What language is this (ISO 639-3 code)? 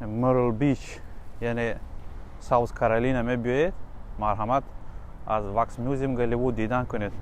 tgk